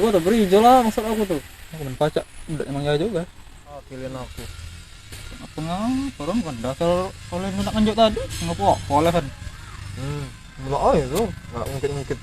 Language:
Musi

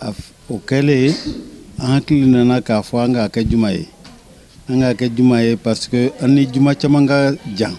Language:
Bambara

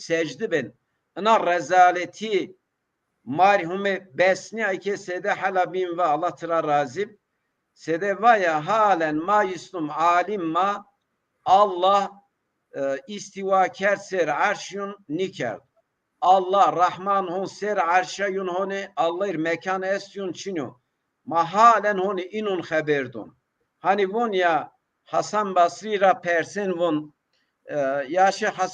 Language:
Zaza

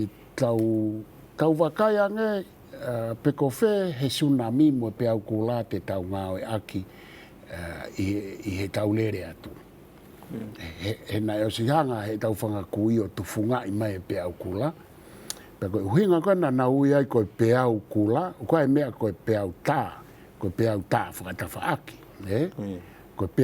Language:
Tongan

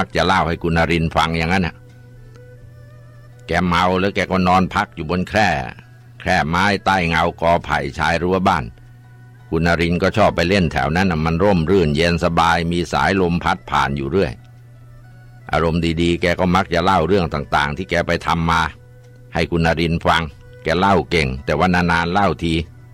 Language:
Thai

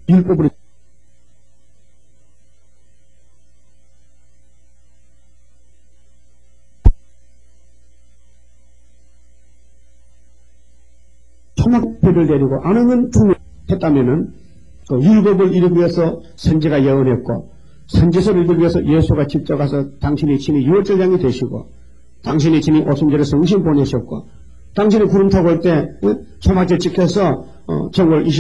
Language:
Korean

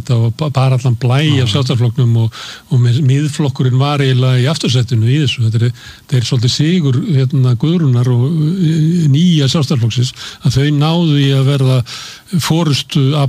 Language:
Icelandic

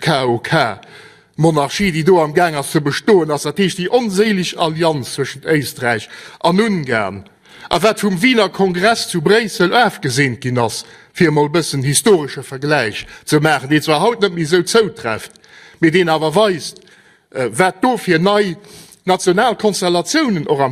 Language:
Luxembourgish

